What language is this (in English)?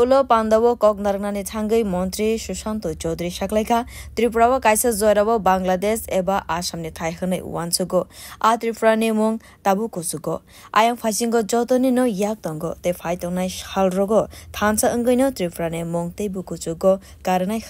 Kok Borok